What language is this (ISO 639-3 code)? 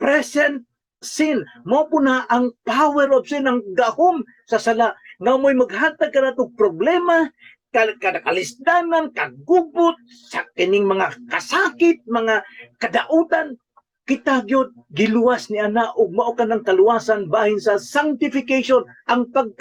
ceb